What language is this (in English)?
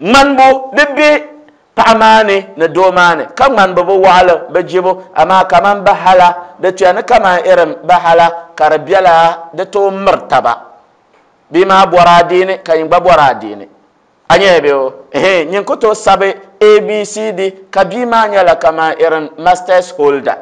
Dagbani